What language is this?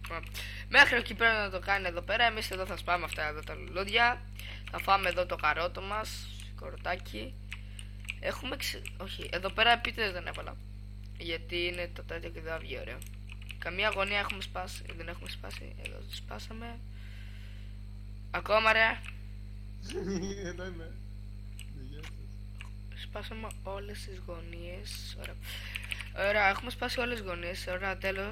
Greek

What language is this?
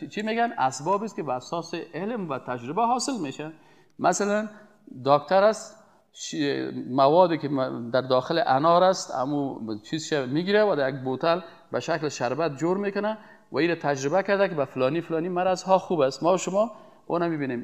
Persian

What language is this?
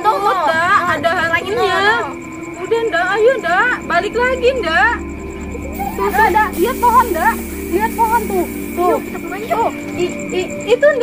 Betawi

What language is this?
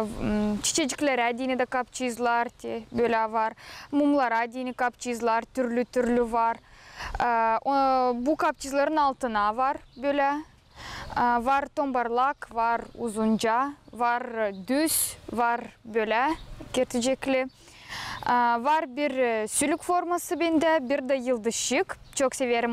Gagauz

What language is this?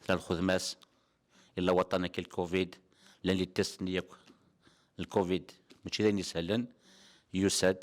Kabyle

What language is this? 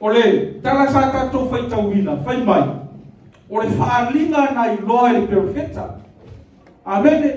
Samoan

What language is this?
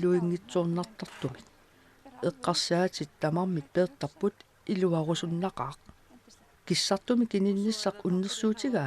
Kalaallisut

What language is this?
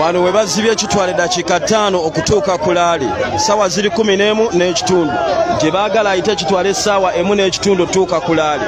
Ganda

